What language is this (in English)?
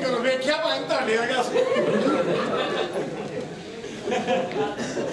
Punjabi